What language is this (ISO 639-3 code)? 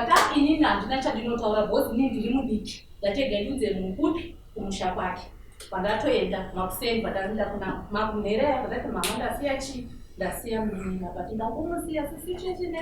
sna